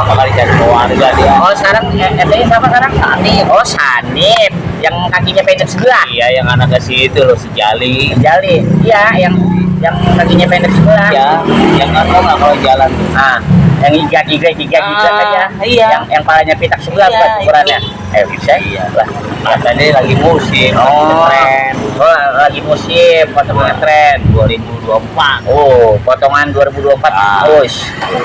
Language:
Betawi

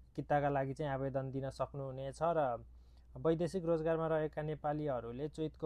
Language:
Nepali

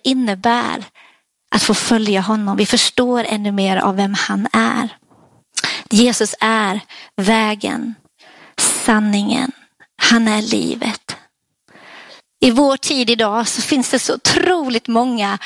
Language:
Swedish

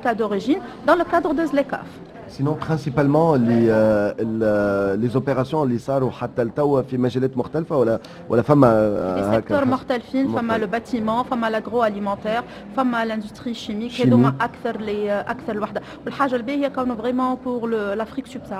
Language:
Tunisian Arabic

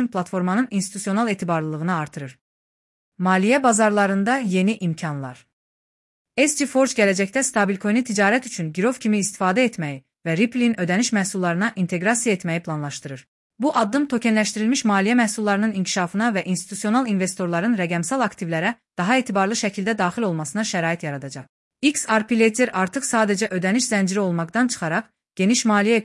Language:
Azerbaijani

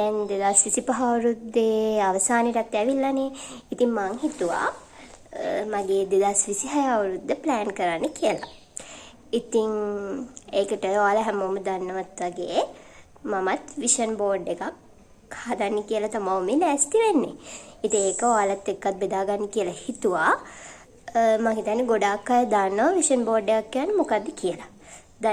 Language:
Sinhala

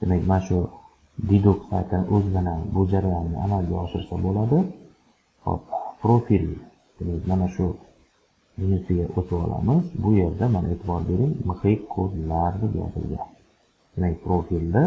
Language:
Uzbek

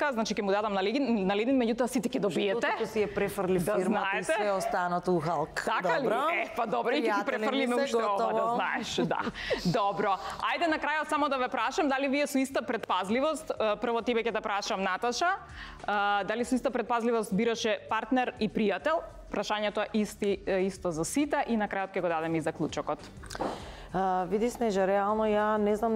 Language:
Macedonian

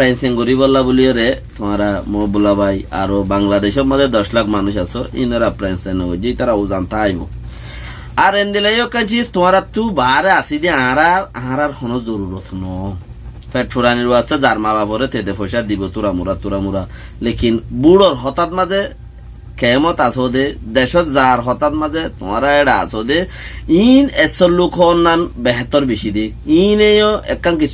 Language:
Rohingya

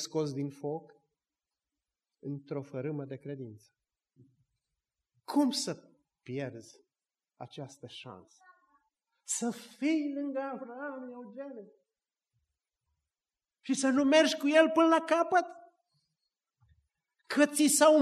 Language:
Romanian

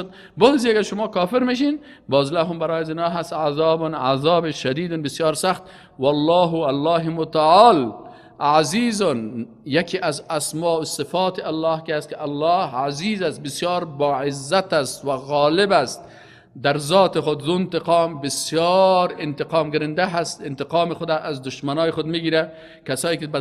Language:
Persian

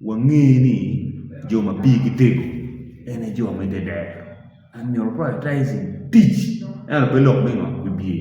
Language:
Acoli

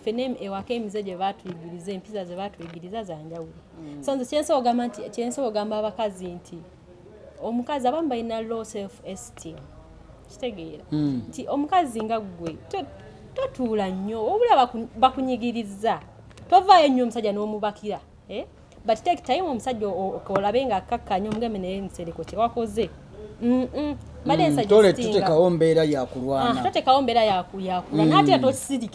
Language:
Ganda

